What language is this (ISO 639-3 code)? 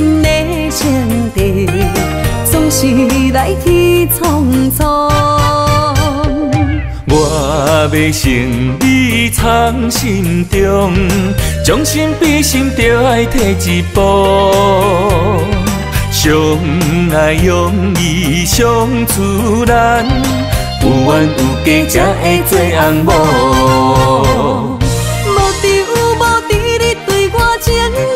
nan